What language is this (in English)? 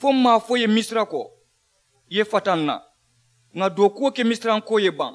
Mandingo